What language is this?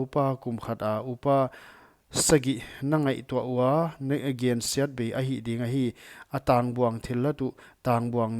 Paite Chin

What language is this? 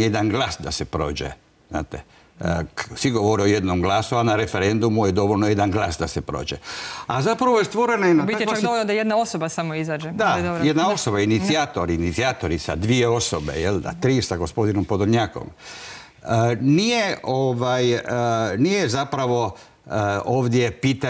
Croatian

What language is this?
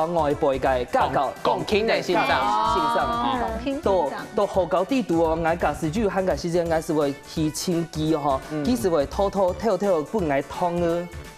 Hakka Chinese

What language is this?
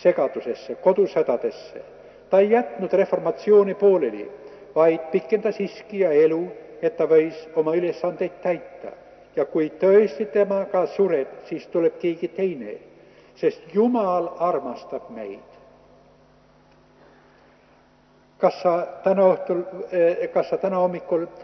Estonian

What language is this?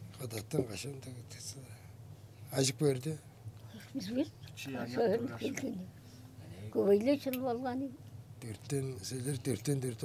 Tuvinian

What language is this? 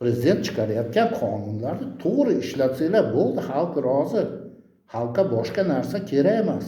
Uzbek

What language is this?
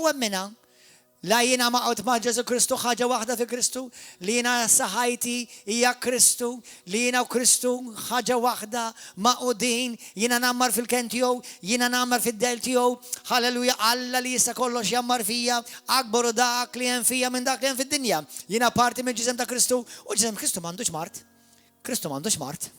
Maltese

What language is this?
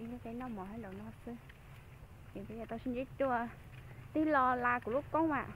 Hmong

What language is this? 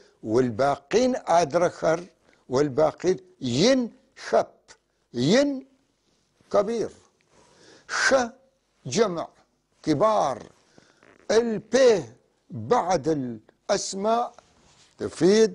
North Levantine Arabic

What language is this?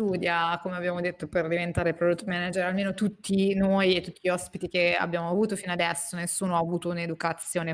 Italian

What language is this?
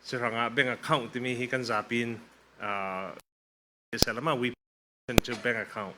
Falam Chin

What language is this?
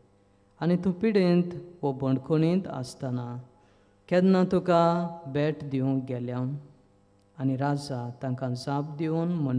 Konkani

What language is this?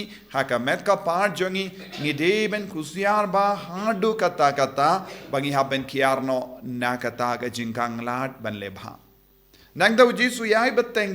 Khasi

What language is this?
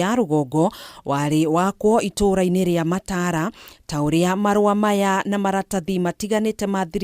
Kikuyu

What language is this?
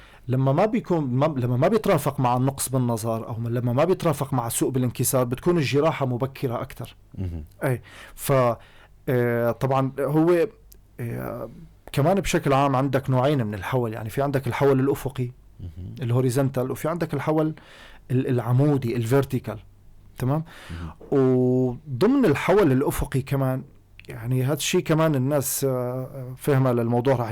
North Levantine Arabic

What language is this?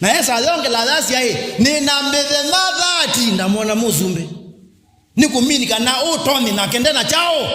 Kamba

